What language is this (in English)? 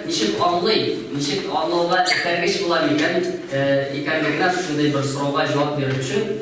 Tatar